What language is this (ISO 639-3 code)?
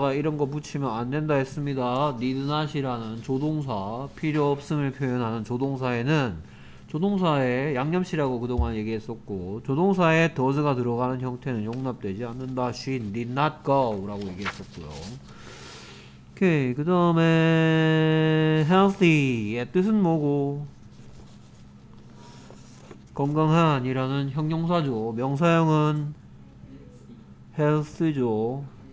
kor